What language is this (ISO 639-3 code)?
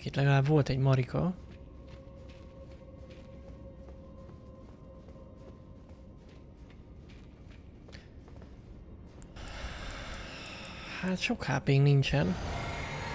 hun